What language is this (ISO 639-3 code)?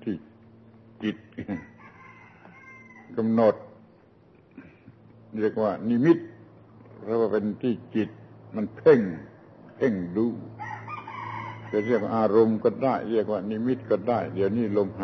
tha